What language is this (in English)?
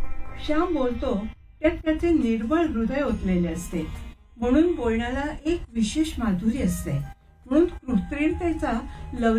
Marathi